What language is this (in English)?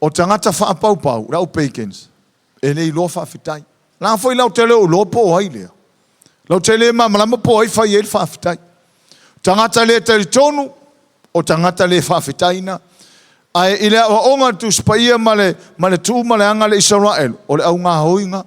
Samoan